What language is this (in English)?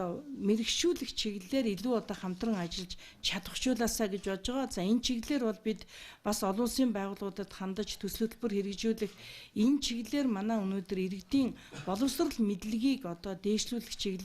Mongolian